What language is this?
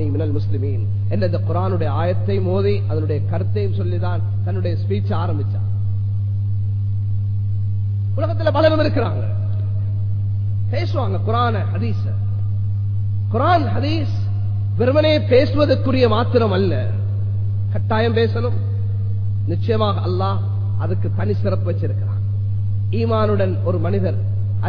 Tamil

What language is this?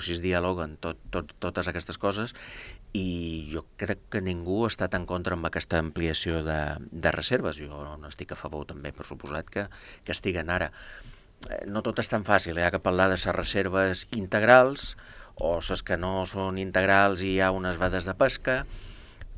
Catalan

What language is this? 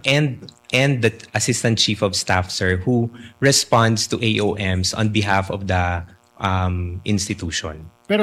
Filipino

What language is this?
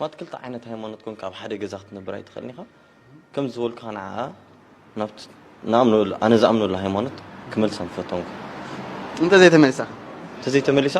Tigrinya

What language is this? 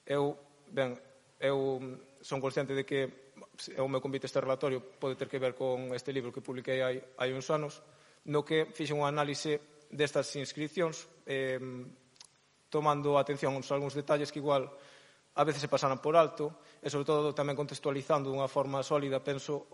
Galician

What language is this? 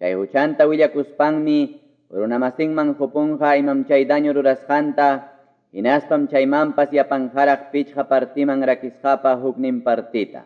Quechua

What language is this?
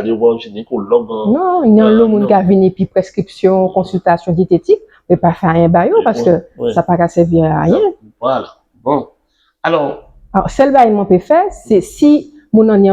Guadeloupean Creole French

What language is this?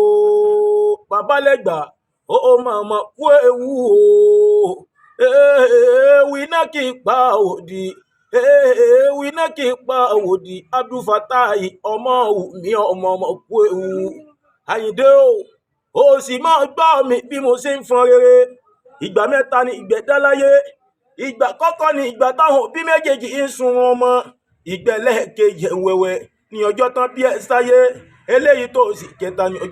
Yoruba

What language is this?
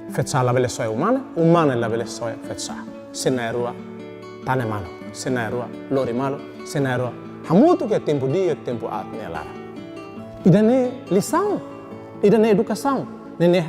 Tetum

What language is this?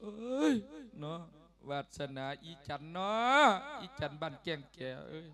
Lao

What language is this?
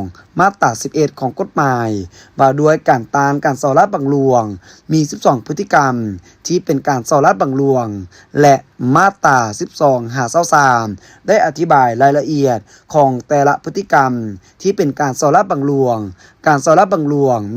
Lao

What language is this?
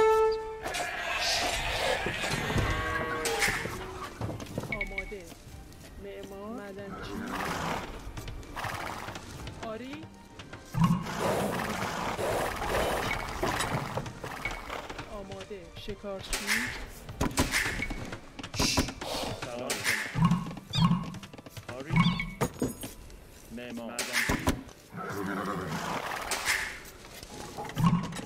Persian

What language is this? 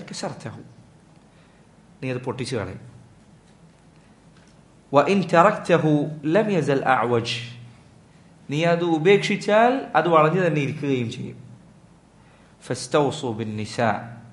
Malayalam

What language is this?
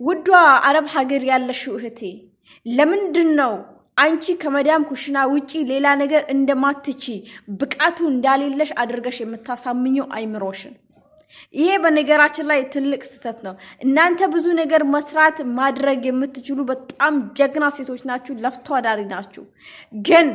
Amharic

